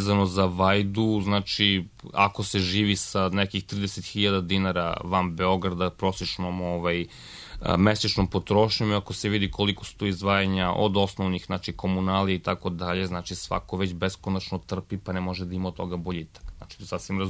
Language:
Serbian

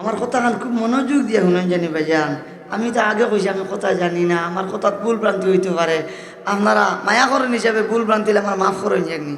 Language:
Sylheti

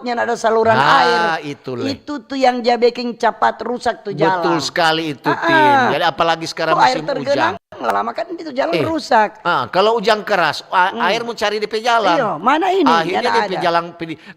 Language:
Manado Malay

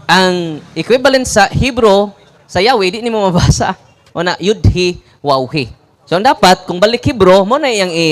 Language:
Cebuano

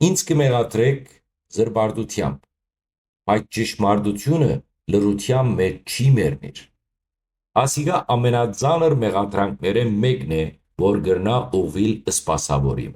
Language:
Western Armenian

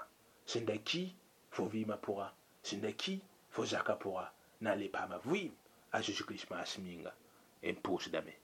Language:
Mossi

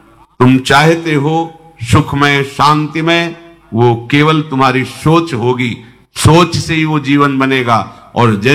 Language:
Hindi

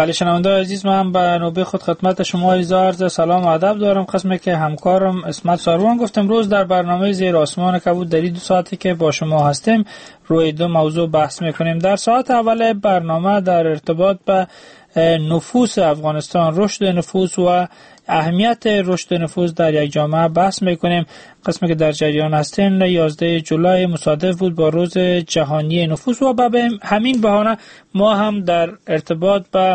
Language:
Persian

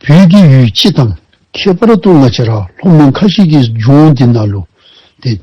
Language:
Dzongkha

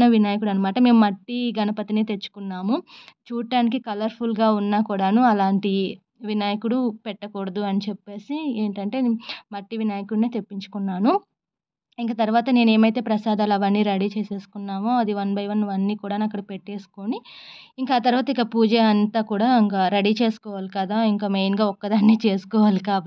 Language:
Telugu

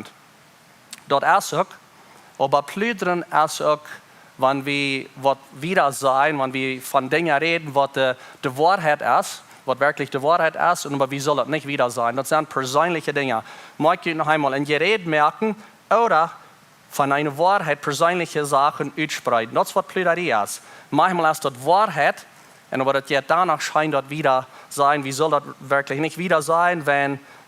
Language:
Plautdietsch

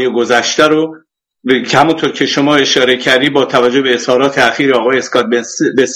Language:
Persian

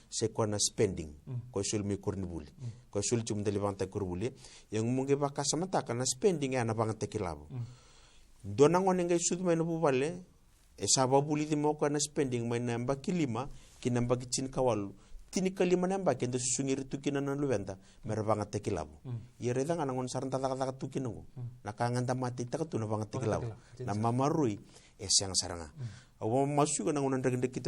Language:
Fijian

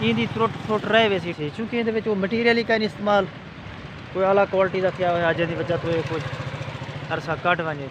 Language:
Saraiki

